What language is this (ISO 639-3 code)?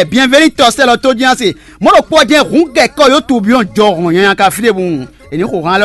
fon